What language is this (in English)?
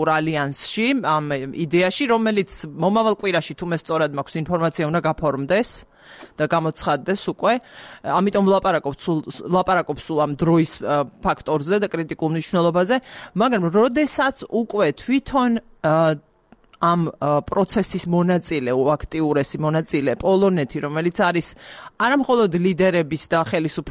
Georgian